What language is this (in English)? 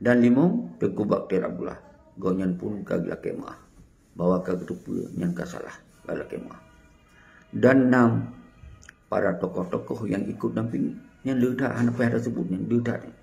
Achinese